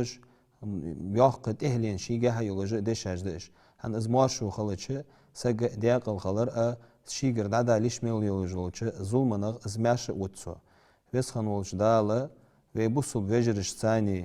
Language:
Ingush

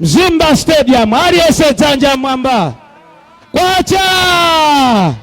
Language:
Nyanja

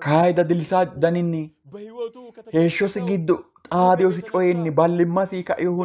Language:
Sidamo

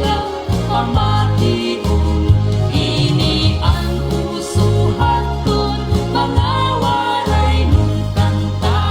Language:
Waray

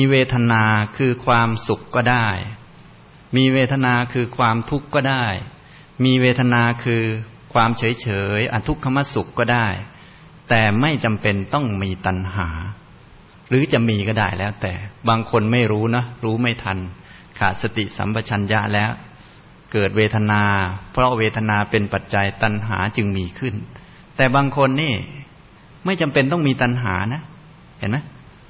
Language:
Thai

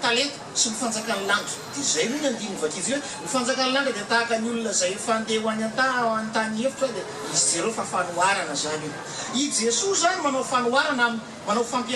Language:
Malagasy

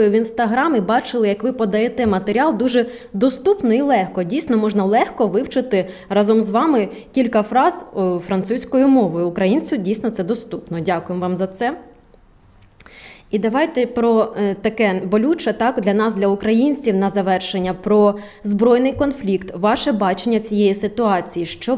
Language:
Ukrainian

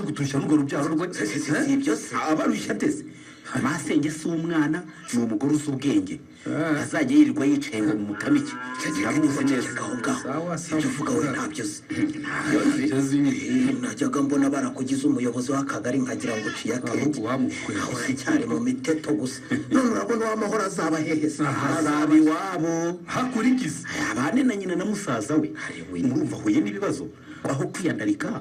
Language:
Kinyarwanda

